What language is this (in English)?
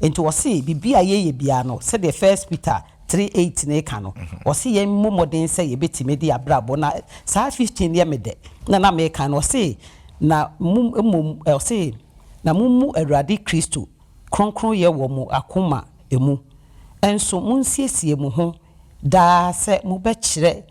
Akan